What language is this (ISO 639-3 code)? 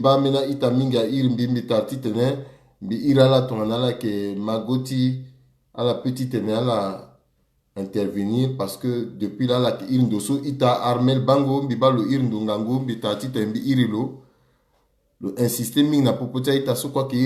sag